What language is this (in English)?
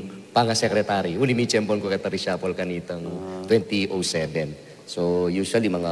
Pampanga